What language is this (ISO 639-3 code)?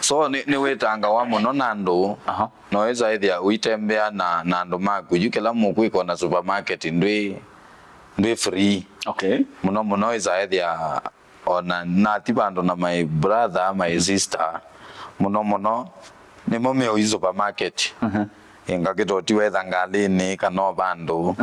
kam